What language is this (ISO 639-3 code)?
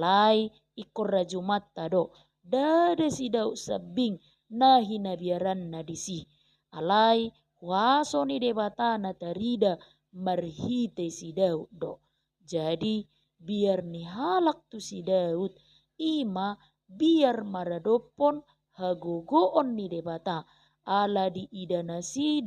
bbc